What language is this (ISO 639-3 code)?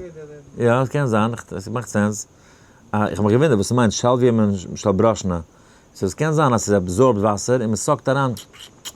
yid